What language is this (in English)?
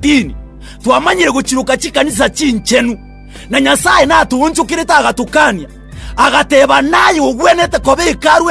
Gusii